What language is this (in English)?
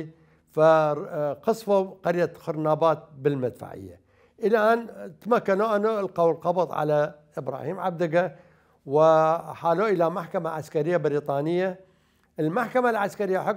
Mesopotamian Arabic